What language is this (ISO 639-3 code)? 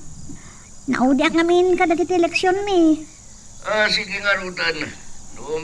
ilo